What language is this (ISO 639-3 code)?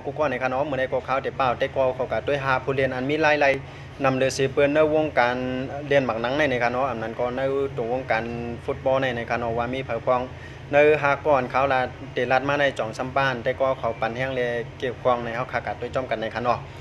shn